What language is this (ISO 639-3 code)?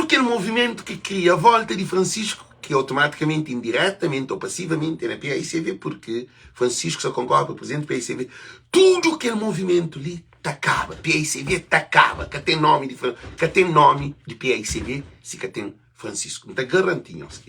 kea